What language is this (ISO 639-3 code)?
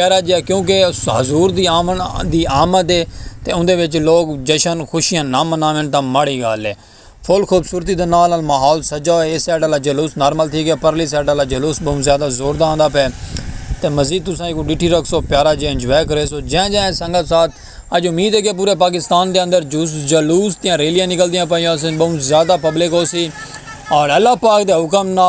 skr